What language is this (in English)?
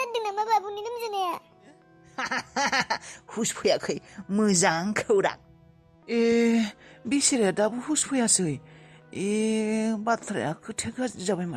Bodo